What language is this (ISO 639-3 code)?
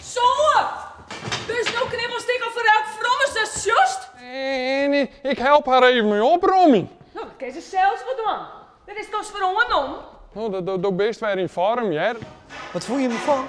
fry